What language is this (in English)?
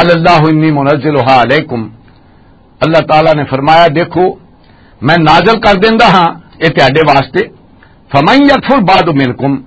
Western Panjabi